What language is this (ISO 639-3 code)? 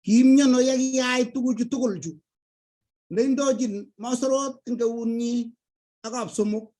kln